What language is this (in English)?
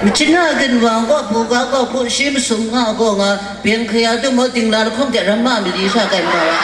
Kachin